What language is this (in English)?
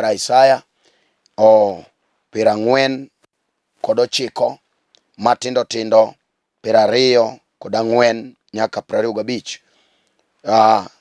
Luo (Kenya and Tanzania)